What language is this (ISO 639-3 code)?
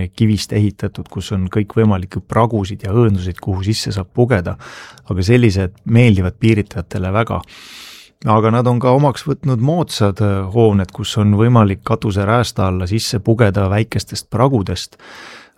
est